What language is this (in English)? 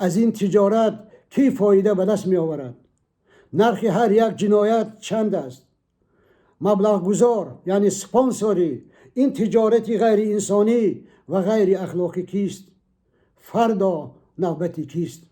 Tajik